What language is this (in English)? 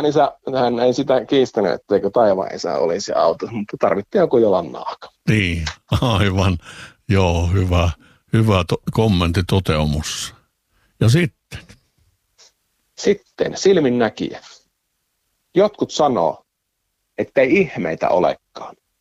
Finnish